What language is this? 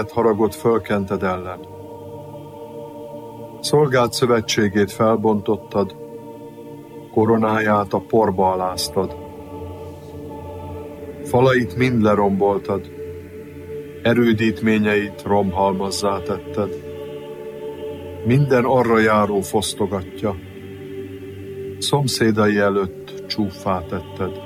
Hungarian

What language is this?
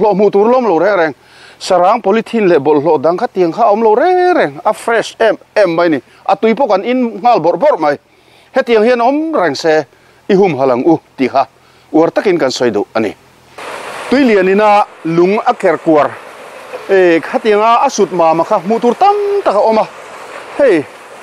Mizo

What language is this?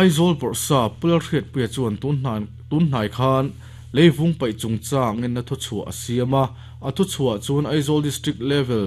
Mizo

